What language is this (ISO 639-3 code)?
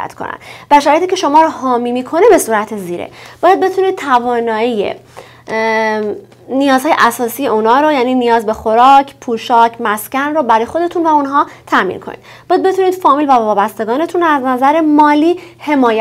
fas